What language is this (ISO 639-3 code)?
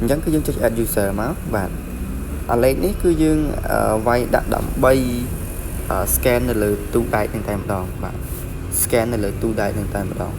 khm